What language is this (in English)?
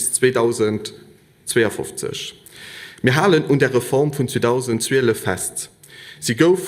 Luxembourgish